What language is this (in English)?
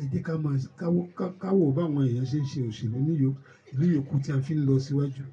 Yoruba